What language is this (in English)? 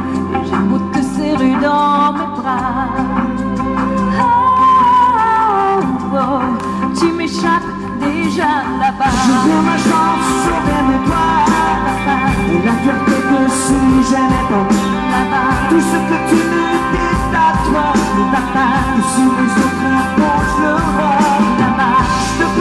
French